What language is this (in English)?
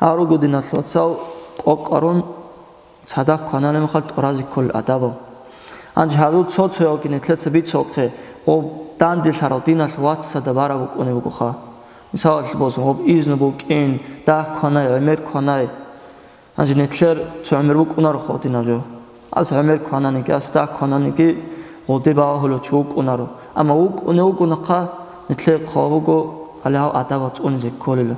Avaric